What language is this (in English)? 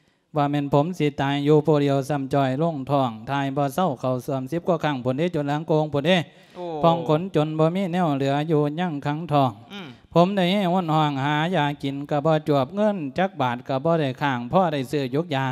Lao